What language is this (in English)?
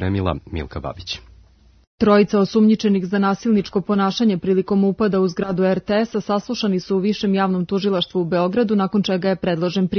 Serbian